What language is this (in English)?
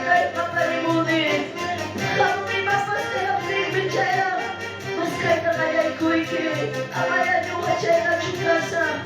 Quechua